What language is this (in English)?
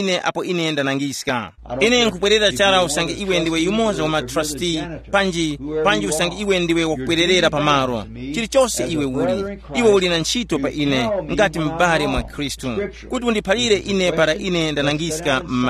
Tumbuka